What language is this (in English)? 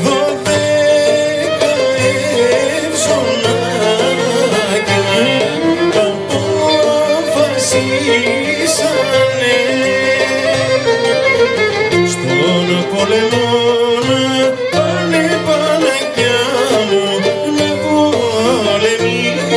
Greek